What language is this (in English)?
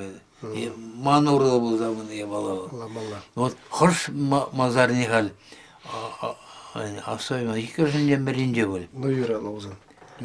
Chuvash